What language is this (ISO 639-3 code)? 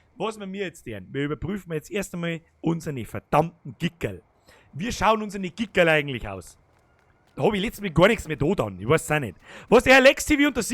bar